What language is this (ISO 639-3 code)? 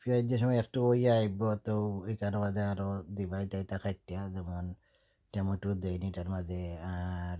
syl